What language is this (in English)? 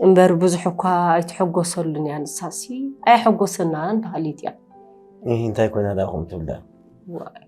Tigrinya